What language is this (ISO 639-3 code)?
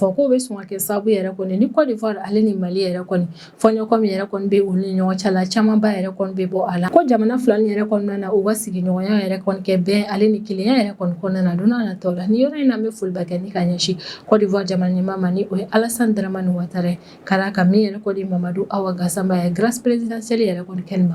bam